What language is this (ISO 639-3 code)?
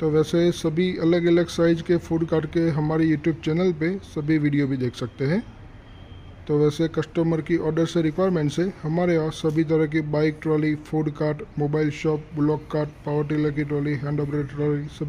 hin